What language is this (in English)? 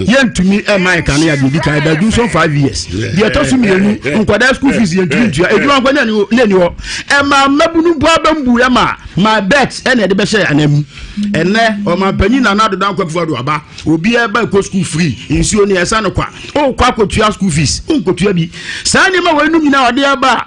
Akan